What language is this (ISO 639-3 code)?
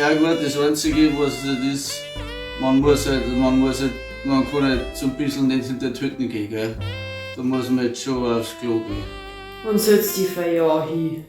bar